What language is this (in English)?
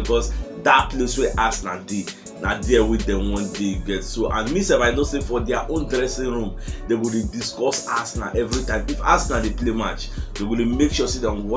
Nigerian Pidgin